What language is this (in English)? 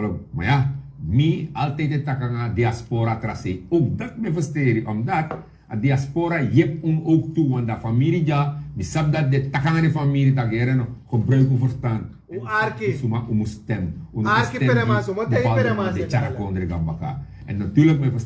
Sranan Tongo